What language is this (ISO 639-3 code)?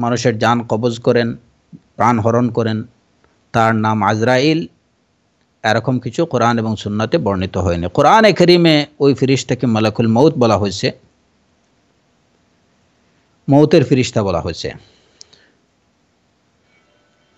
ben